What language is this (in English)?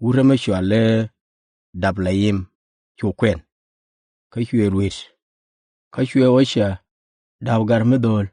Nuer